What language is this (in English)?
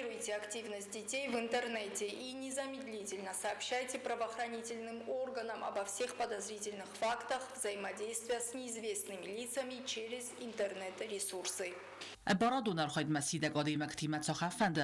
Ossetic